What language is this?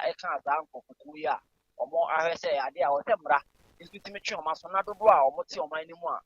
Akan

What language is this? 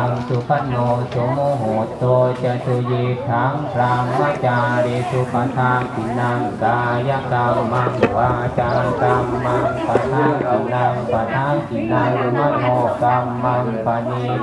Northeastern Thai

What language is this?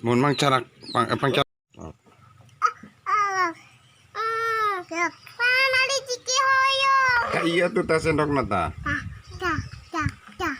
Sundanese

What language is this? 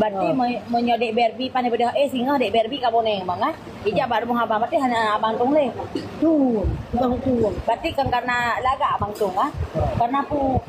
Achinese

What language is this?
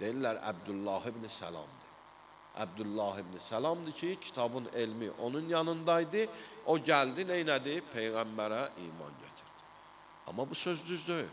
Azerbaijani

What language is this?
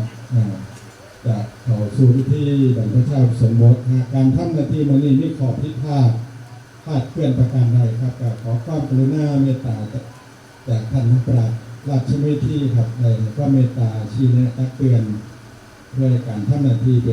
Northeastern Thai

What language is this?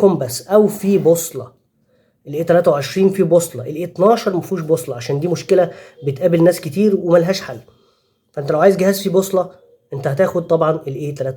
Egyptian Arabic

